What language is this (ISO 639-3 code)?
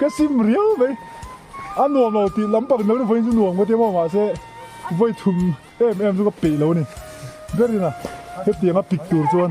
lus